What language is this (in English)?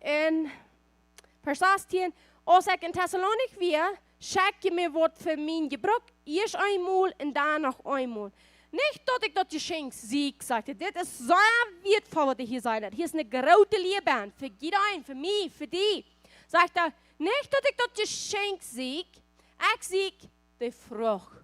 Plautdietsch